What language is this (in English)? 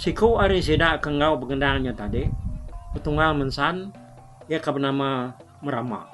Iban